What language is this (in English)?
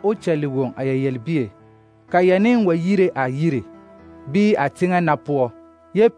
Southern Dagaare